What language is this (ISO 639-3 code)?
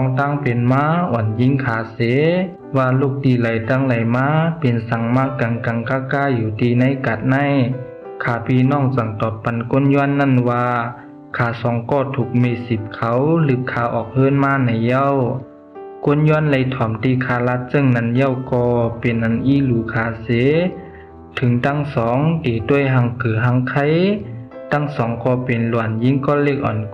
shn